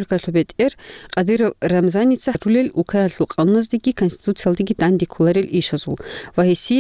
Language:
Avaric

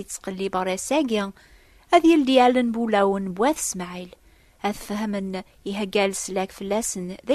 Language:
Kabyle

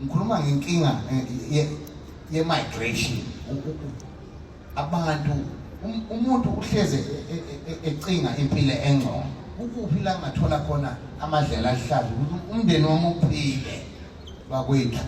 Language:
Zulu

